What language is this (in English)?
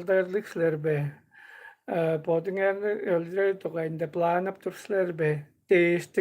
Tuvinian